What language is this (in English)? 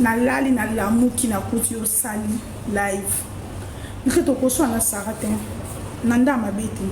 Lingala